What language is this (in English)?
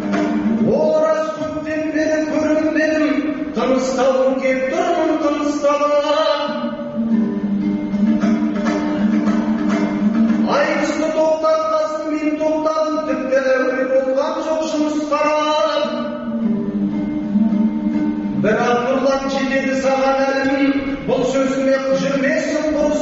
Kazakh